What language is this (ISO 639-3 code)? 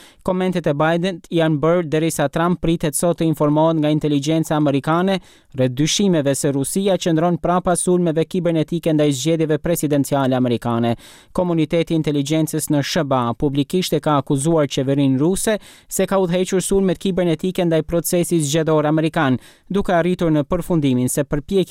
sqi